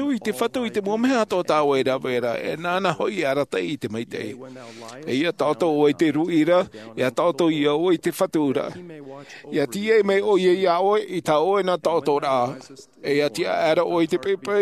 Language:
Tahitian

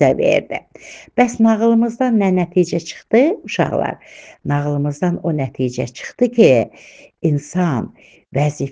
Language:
Azerbaijani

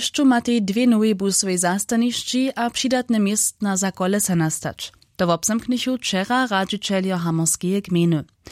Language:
Upper Sorbian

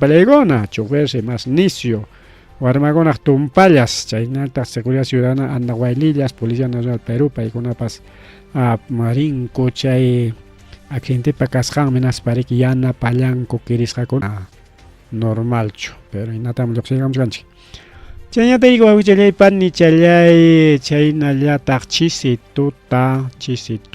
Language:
Ayacucho Quechua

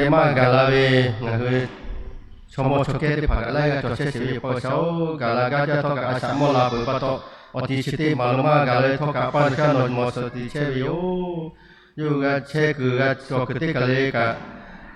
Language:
Lahu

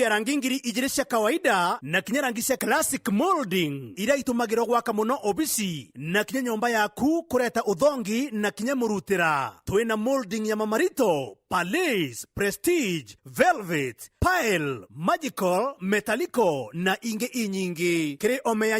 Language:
Meru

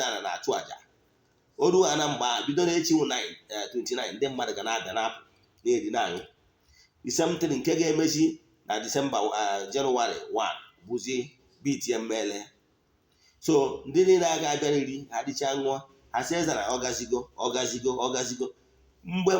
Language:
Igbo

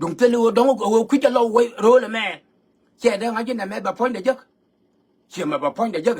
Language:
Nuer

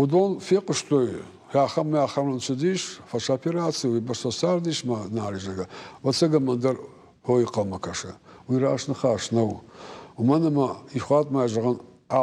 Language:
Ossetic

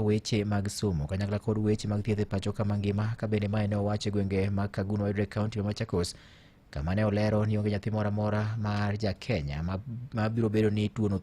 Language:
Luo (Kenya and Tanzania)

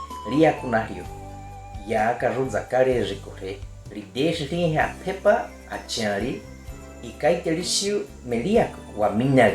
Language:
Baniwa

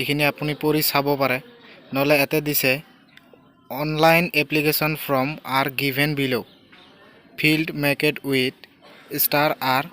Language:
Assamese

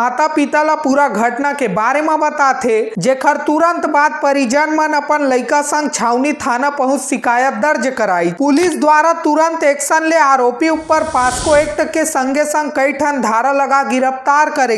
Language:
Chhattisgarhi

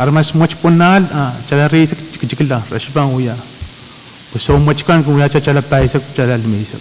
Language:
Pohnpeian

